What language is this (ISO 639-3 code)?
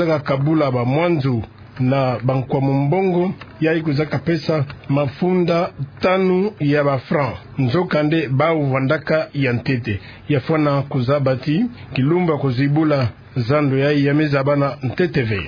ktu